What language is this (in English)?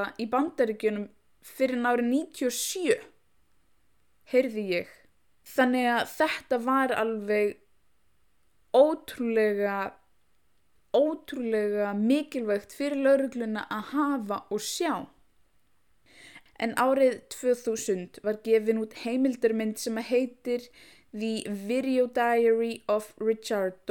Icelandic